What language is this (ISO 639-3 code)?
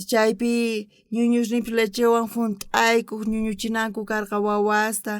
quh